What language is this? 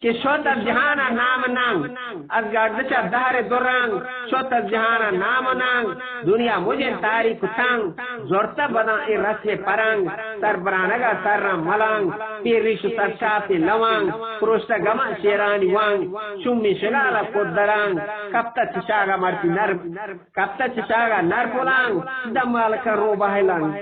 Eastern Balochi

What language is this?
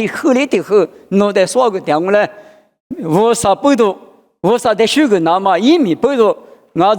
Lisu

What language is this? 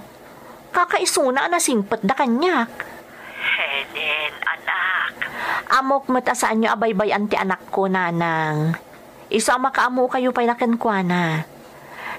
Iloko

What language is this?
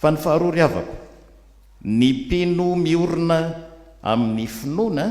Malagasy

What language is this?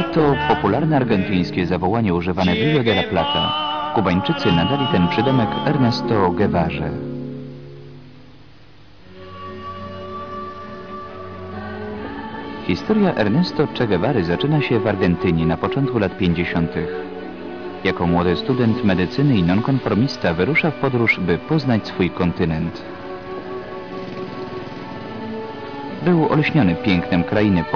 Polish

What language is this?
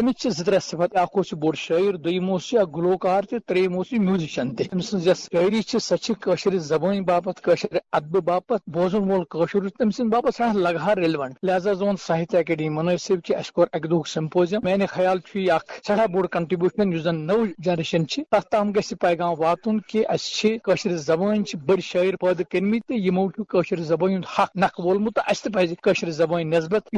Kashmiri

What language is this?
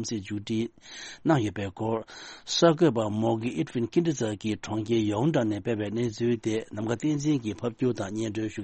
Tibetan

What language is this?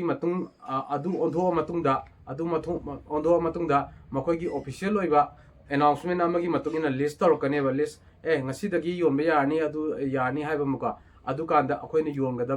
Manipuri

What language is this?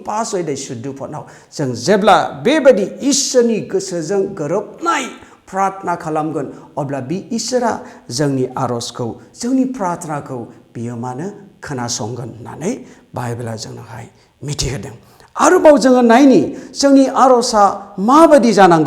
Bodo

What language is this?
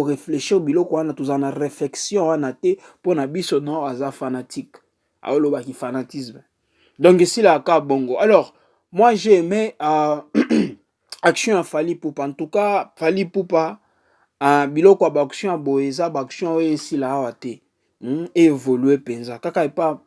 Lingala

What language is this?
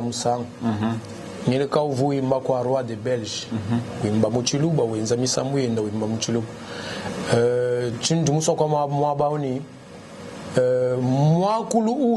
Luba-Lulua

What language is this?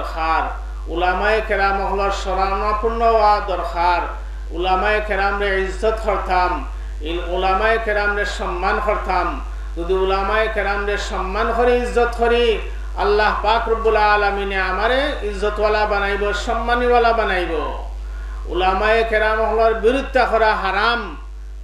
Sylheti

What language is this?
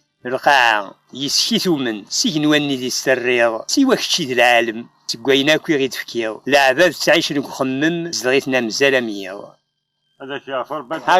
Kabyle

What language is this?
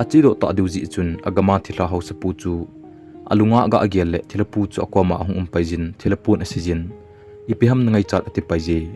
Thado Chin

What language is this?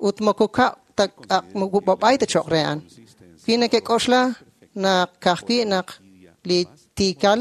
Kekchí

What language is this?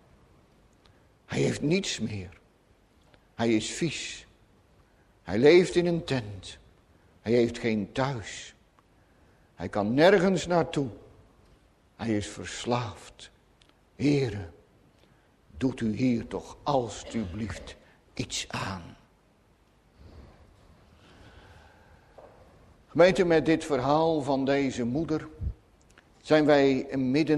Dutch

